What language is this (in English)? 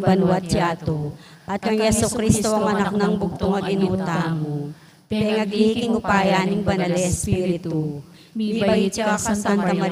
Pampanga